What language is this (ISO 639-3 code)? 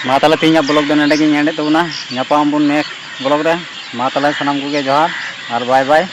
sat